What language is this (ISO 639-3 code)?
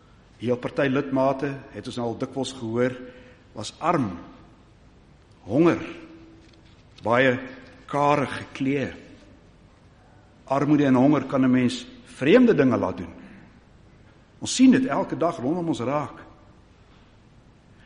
afr